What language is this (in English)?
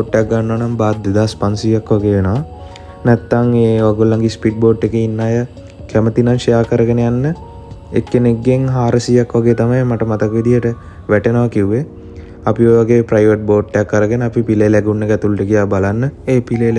Sinhala